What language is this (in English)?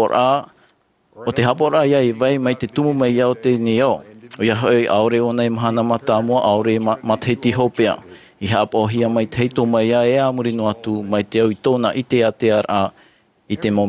Tahitian